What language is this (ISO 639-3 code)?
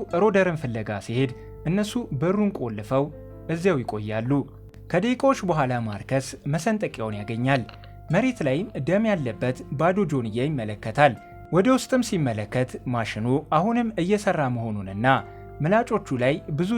amh